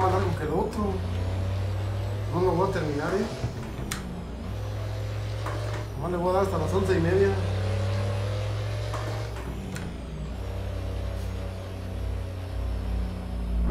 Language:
Spanish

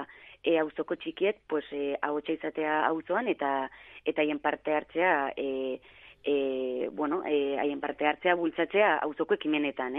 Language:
Basque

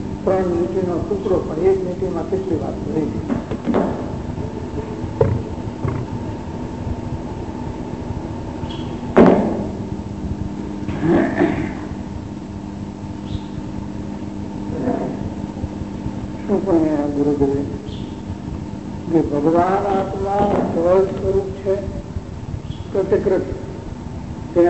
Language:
Gujarati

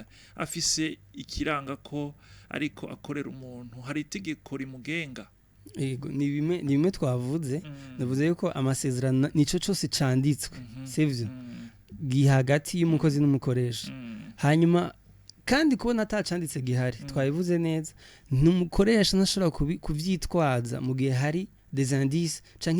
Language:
Rundi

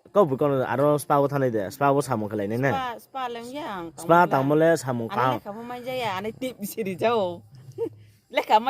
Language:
Riang (India)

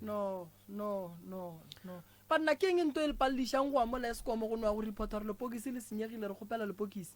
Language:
Northern Sotho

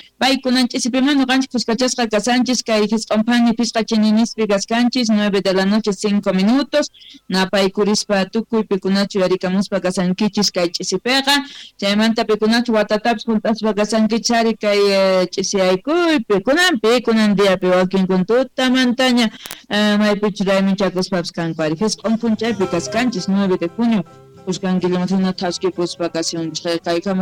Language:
South Bolivian Quechua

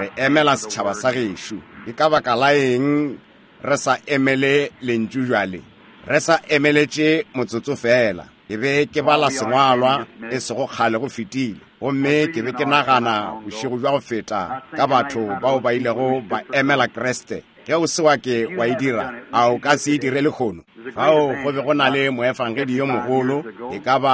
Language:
Northern Sotho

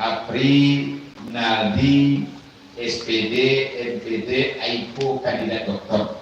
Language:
Minangkabau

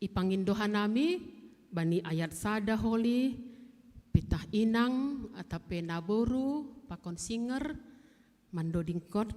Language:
Batak Simalungun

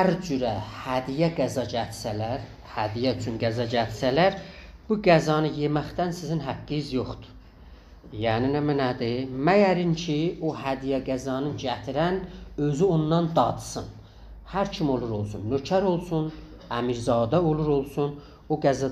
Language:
South Azerbaijani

